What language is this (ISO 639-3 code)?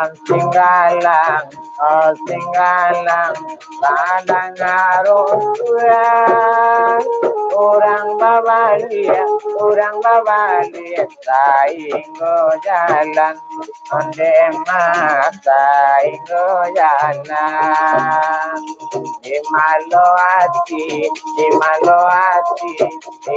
min